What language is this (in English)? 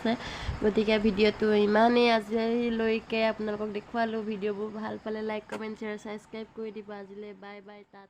Assamese